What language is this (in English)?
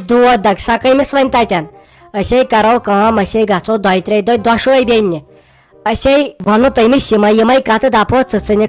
Kashmiri